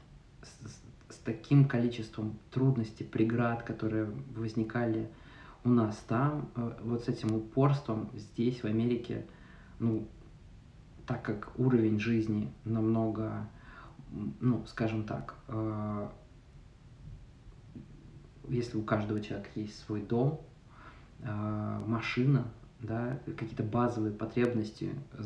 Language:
Russian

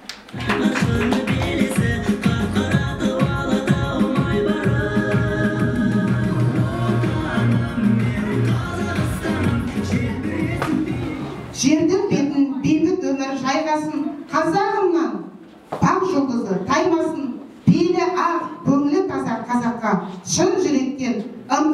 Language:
Kazakh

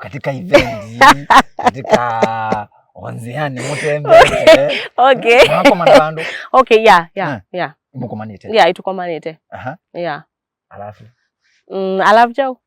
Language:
Kamba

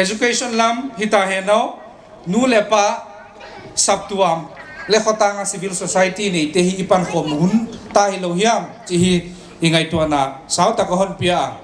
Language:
Paite Chin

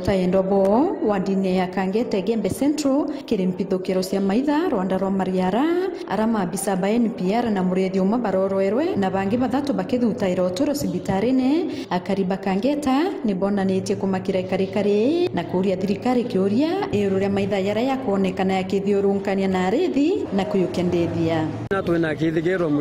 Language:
Meru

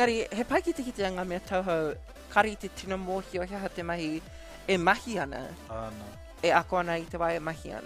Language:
Māori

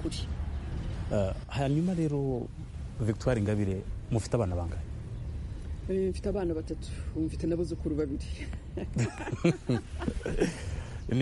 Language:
Kinyarwanda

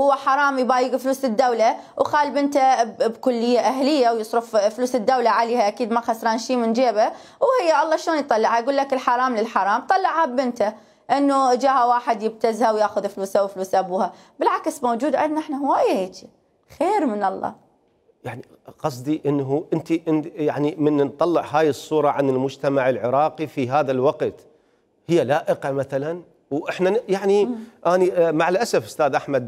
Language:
Mesopotamian Arabic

